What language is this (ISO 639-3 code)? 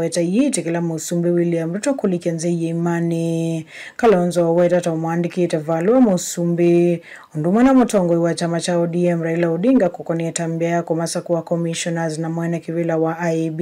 kam